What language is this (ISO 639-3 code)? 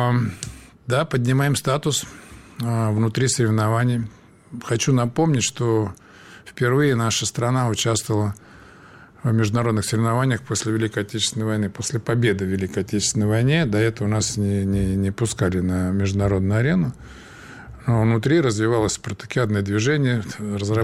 rus